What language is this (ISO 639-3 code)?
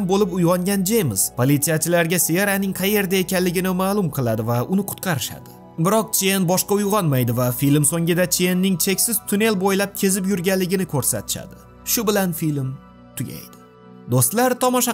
uzb